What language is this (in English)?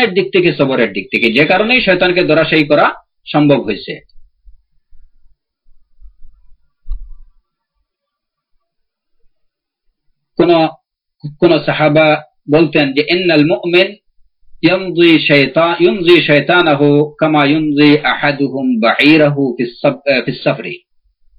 Bangla